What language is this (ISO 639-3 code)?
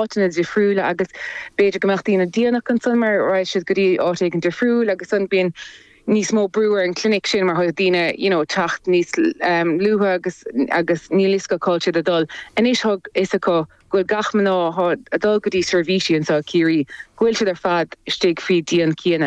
gle